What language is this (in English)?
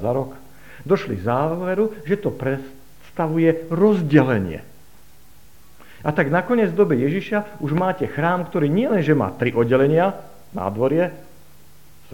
Slovak